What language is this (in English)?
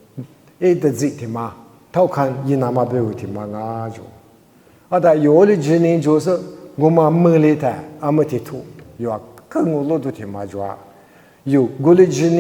Lisu